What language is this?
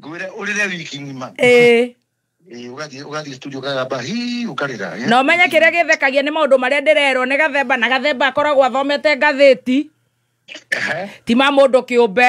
Kikuyu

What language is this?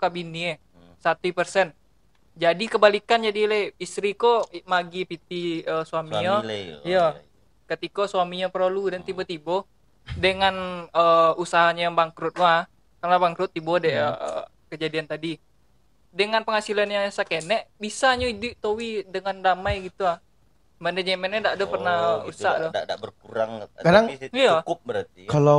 Minangkabau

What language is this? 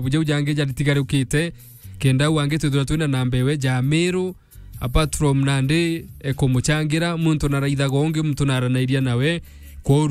Meru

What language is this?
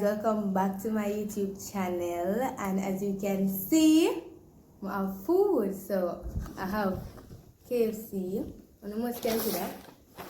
Jamaican Creole English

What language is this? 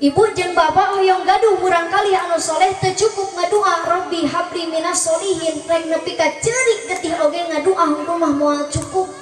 Sundanese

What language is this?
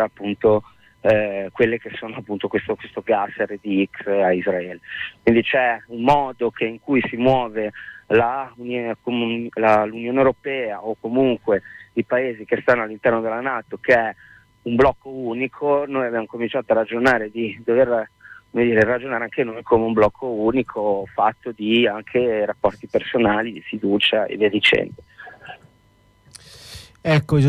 Italian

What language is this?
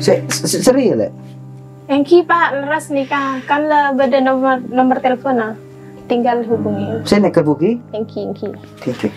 Madurese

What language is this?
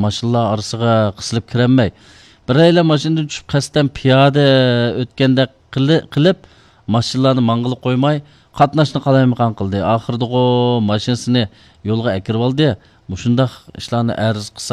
Uyghur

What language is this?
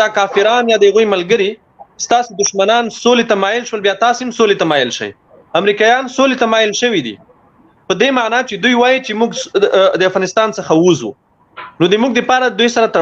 Pashto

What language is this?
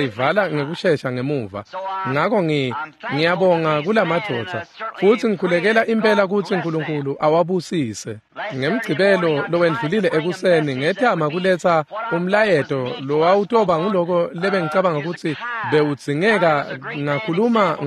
Swati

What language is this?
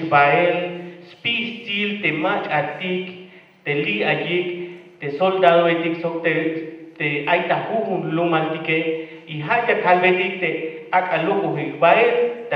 Tzeltal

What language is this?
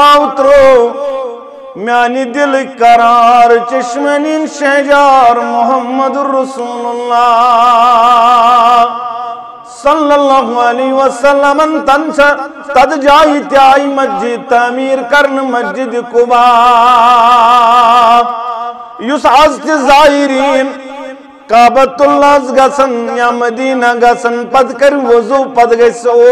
Kashmiri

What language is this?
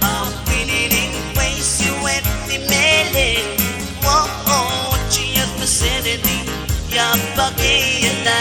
Pohnpeian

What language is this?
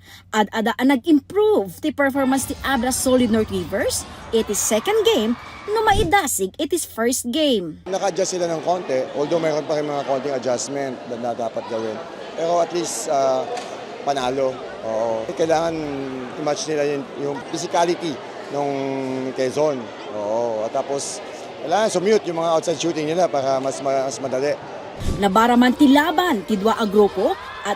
Iloko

